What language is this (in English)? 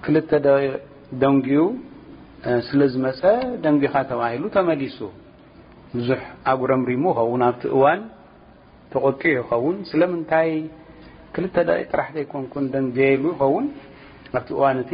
Tigrinya